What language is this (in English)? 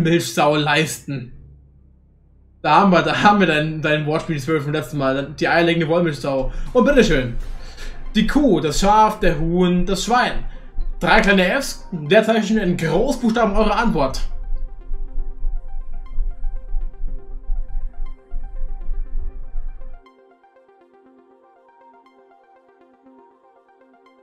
German